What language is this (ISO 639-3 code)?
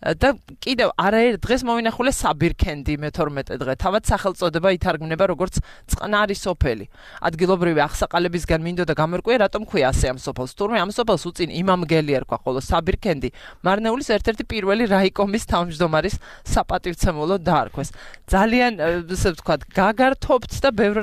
kat